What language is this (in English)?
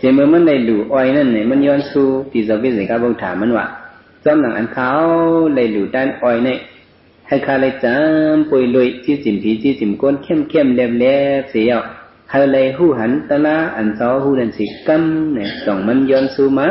Shan